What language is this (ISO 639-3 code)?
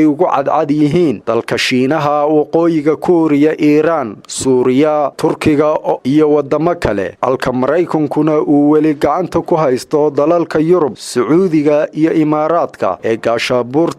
som